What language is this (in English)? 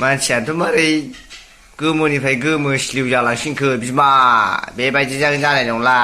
Bodo